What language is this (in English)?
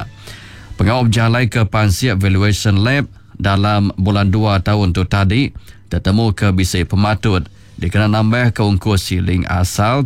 Iban